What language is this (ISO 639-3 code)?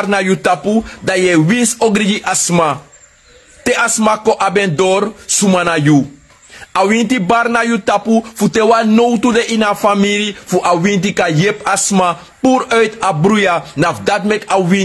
srn